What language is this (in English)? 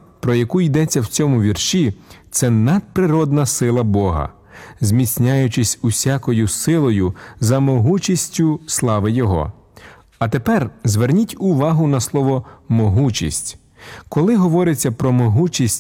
Ukrainian